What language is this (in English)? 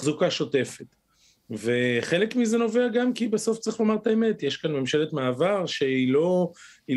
Hebrew